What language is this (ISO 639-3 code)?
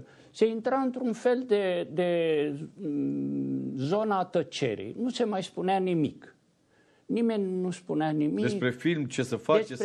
ron